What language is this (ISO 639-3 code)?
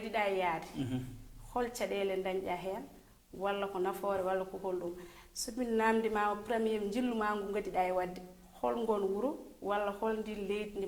ful